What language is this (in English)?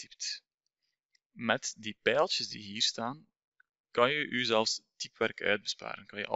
Dutch